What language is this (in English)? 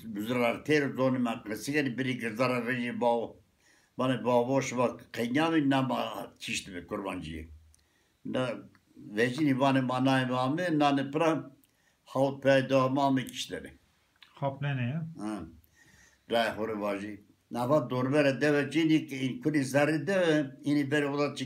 Zaza